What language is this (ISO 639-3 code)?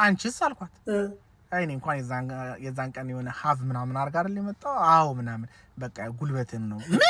amh